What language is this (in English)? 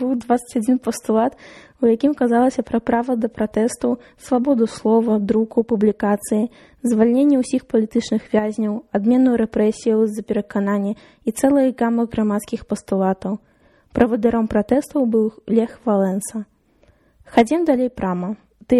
Belarusian